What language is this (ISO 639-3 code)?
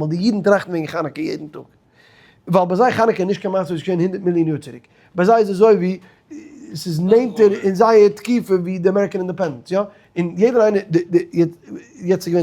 yid